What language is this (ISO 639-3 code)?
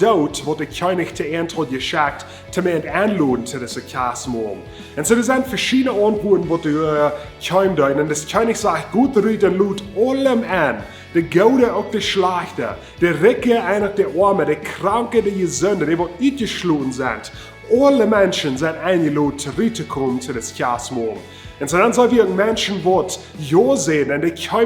pdt